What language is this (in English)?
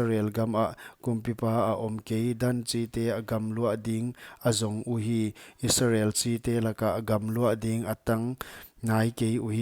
Paite Chin